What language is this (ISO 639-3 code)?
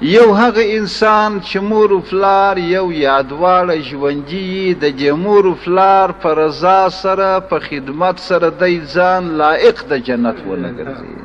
pus